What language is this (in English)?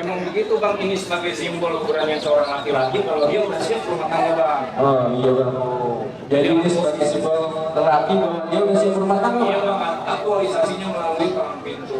Betawi